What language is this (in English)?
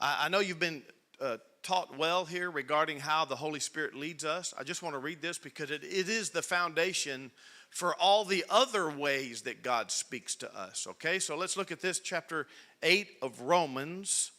English